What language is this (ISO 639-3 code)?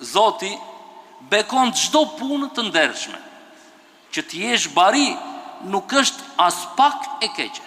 sqi